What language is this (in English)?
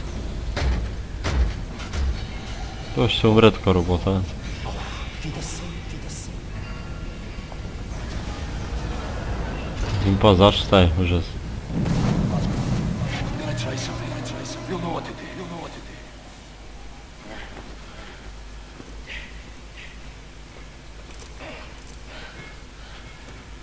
Bulgarian